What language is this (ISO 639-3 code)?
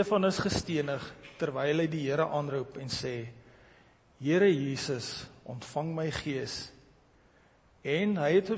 afr